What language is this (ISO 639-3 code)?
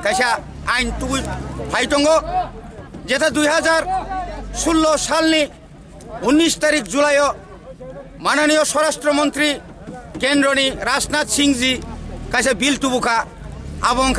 trp